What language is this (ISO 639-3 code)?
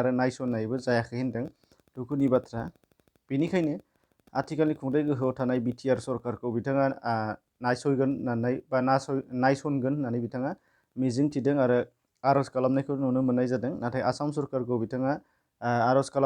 brx